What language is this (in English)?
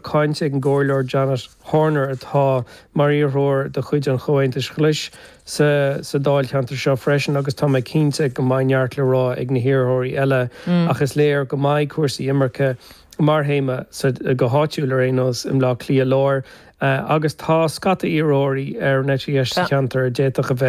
Irish